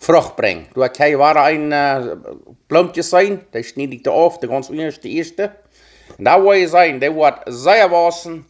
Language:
Plautdietsch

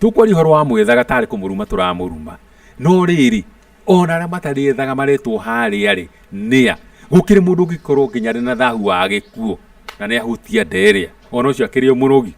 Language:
Kikuyu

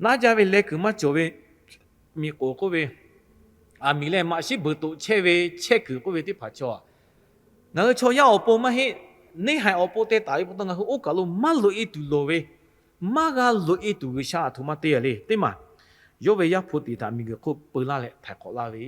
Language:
Lahu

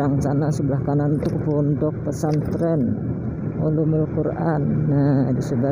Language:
Banjar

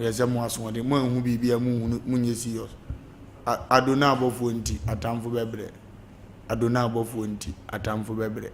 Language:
Akan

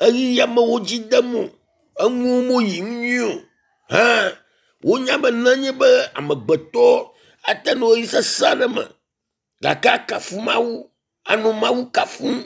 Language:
Ewe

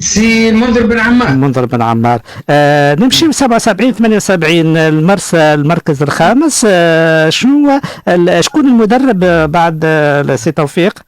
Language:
Tunisian Arabic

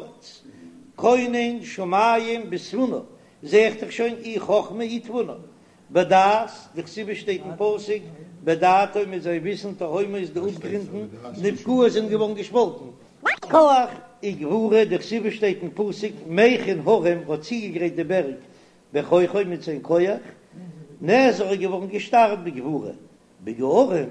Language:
Yiddish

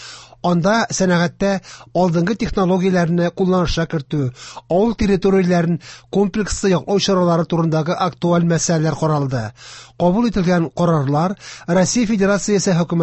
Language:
Tatar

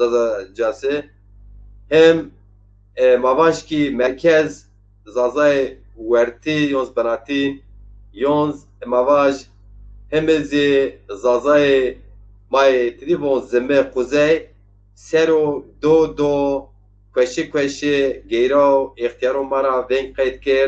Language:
Zaza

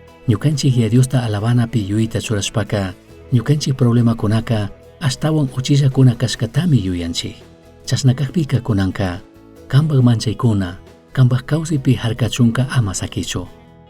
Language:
Chimborazo Highland Quichua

